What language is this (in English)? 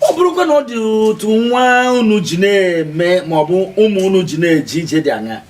Igbo